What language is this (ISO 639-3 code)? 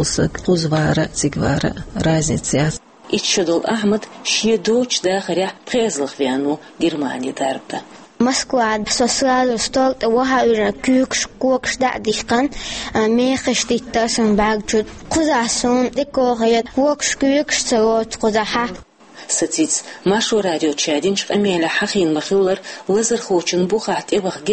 che